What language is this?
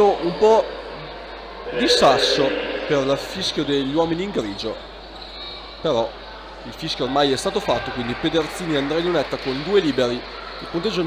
Italian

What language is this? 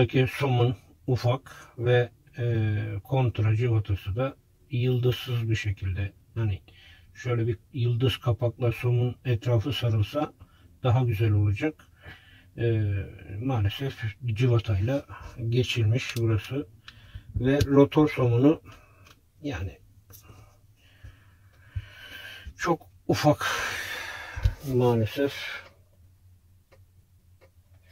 Turkish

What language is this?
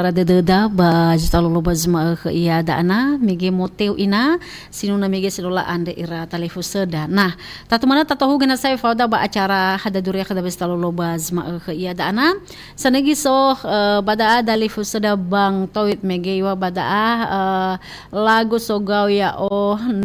Nias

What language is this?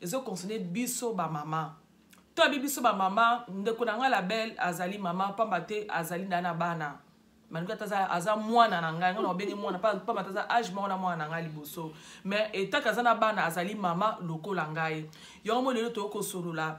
Lingala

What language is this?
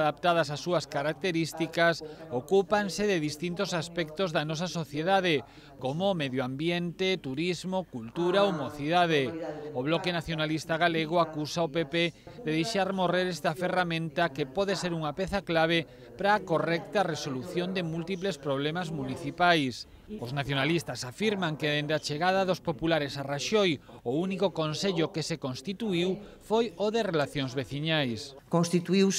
Galician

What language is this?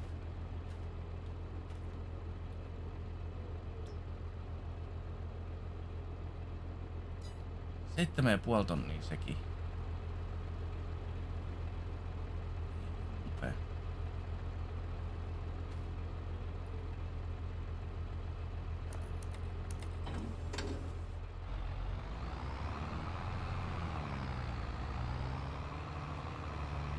Finnish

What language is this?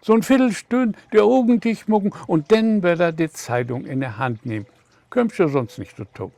Low German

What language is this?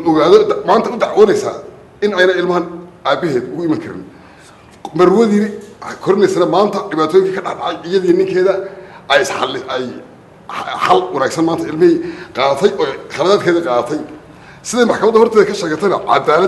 Somali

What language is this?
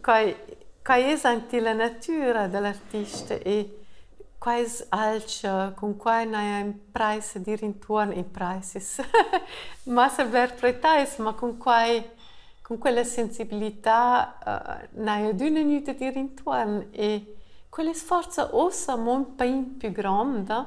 Romansh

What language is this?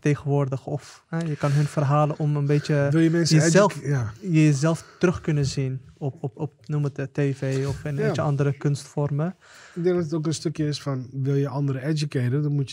Dutch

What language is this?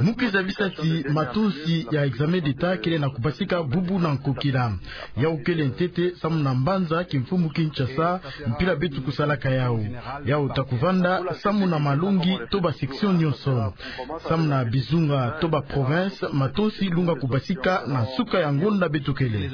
Kituba (Democratic Republic of Congo)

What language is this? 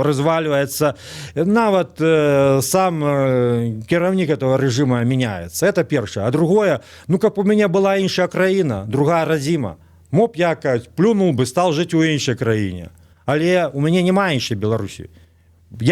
Belarusian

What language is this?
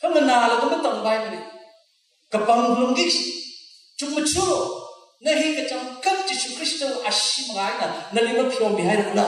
Tangkhul Naga (India)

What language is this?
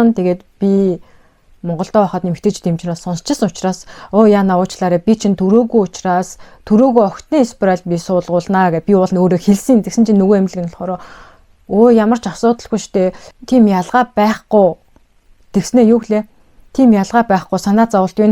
Mongolian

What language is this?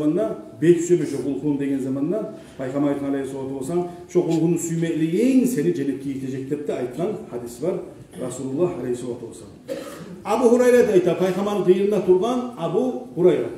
Kumyk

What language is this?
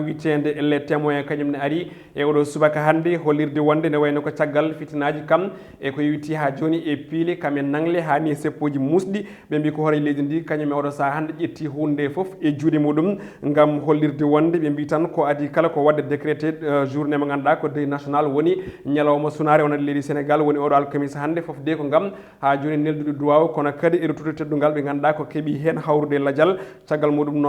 Fula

